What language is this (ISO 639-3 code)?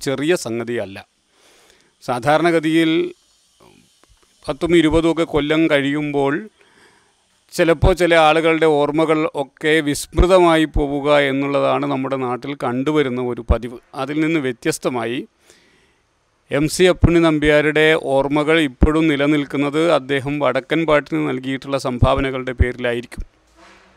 mal